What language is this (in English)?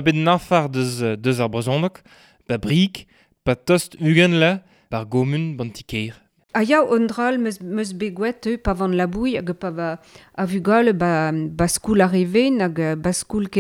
Breton